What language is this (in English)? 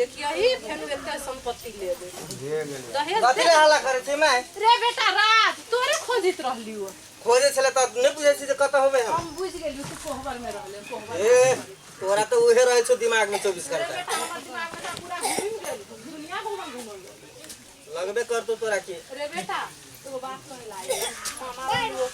Maithili